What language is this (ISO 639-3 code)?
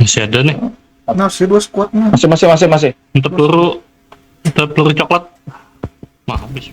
bjn